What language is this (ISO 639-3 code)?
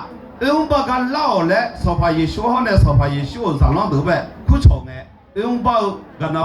ahk